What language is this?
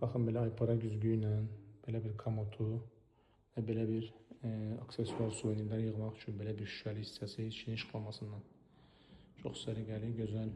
Azerbaijani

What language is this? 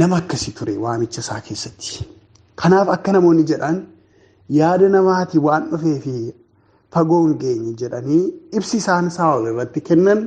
Oromo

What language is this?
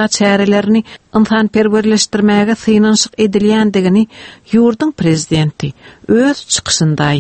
Turkmen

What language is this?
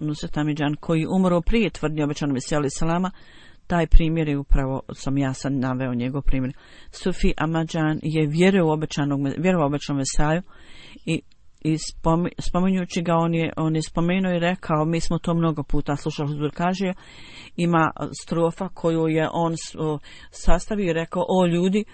Bosnian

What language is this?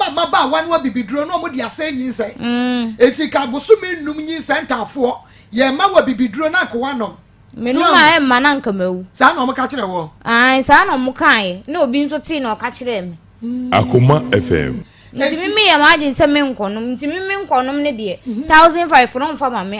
Akan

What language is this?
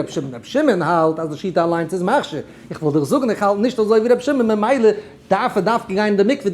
Yiddish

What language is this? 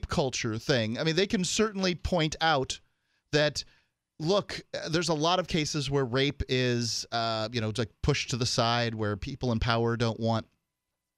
English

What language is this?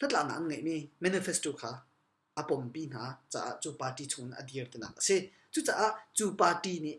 Hakha Chin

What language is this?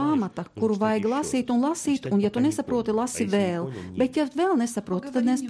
Latvian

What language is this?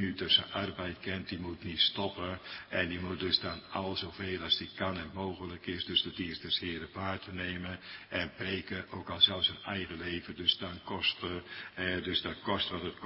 Dutch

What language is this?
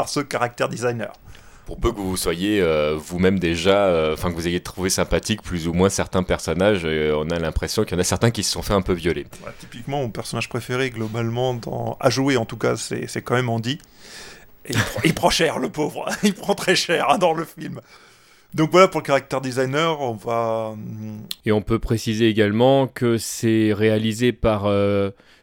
French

